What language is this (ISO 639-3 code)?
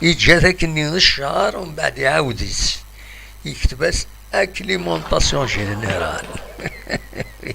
kab